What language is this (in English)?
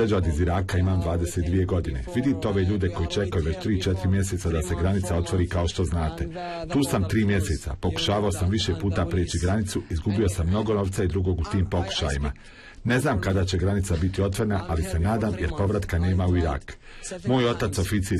Bosnian